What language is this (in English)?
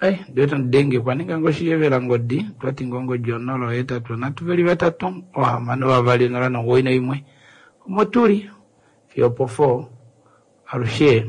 Kuanyama